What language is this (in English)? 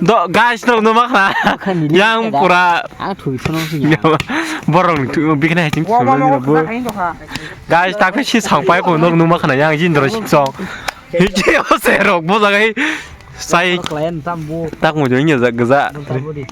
Kok Borok